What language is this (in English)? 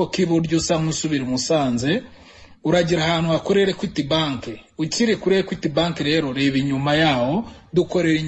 Kinyarwanda